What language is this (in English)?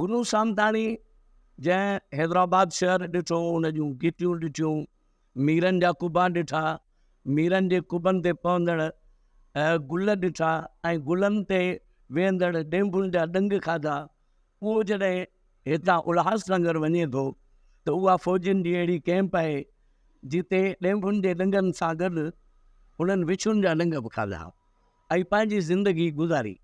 Sindhi